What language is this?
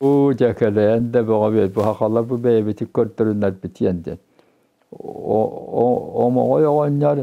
Yakut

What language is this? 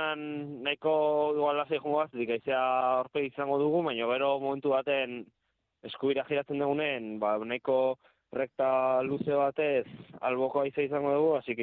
Basque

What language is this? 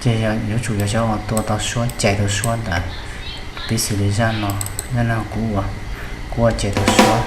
Hmong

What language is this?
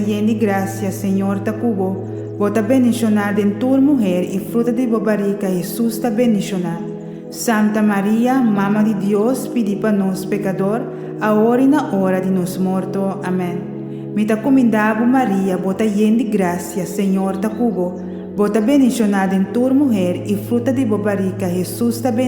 Papiamento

